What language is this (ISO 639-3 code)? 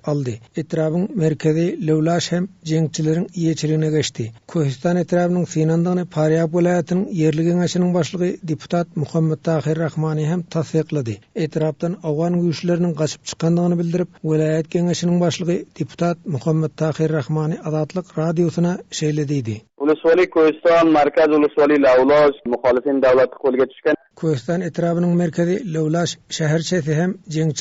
tuk